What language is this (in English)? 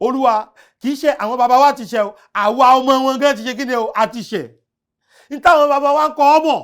Yoruba